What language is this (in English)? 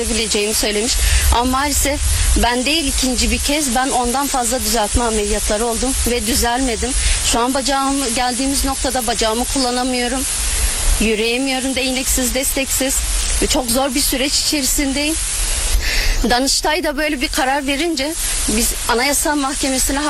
Turkish